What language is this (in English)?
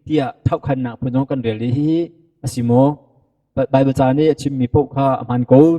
Hakha Chin